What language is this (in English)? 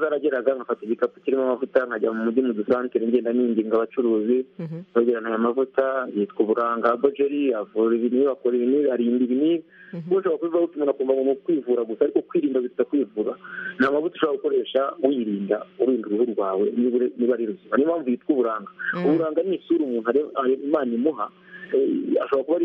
Kinyarwanda